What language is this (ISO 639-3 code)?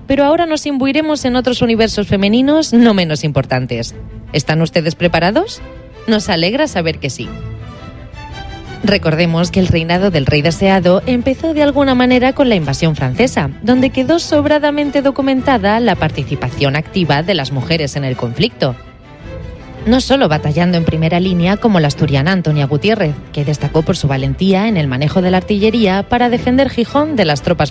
spa